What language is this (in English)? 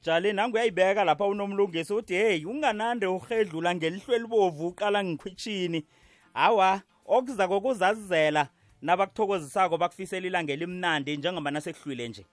South Ndebele